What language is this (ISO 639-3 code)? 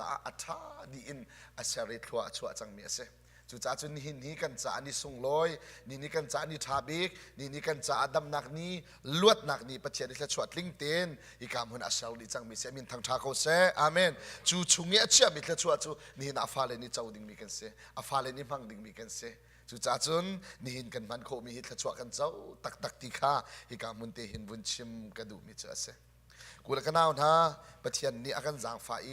cnh